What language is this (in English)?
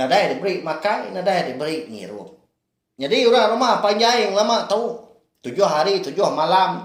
Iban